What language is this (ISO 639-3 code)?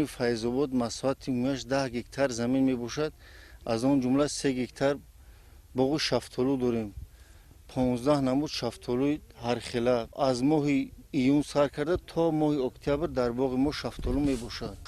tgk